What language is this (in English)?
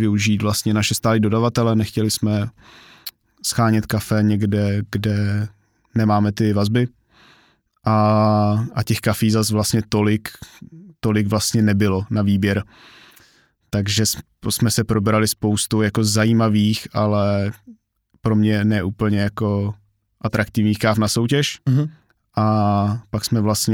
Czech